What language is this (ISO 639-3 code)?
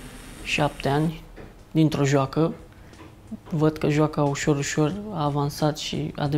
ron